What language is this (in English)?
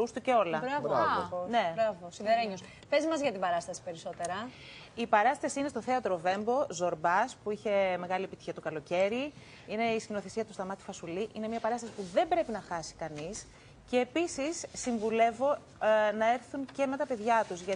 Greek